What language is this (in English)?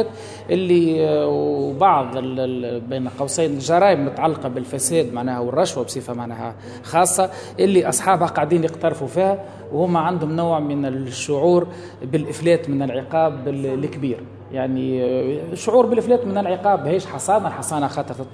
Tunisian Arabic